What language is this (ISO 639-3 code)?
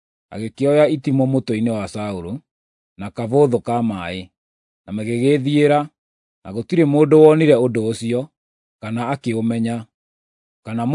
kik